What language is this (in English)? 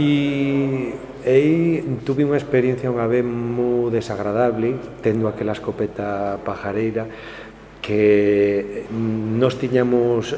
Galician